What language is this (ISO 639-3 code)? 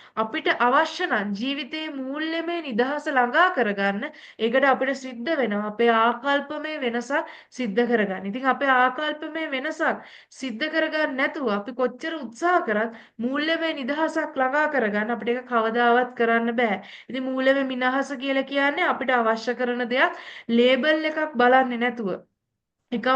sin